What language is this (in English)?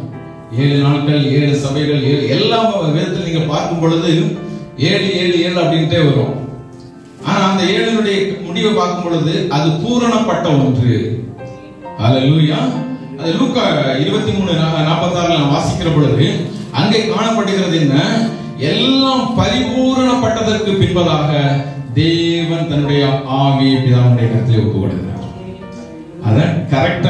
Tamil